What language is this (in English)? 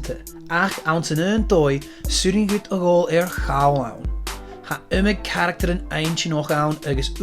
Scottish Gaelic